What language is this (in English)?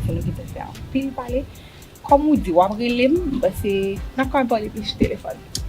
Haitian Creole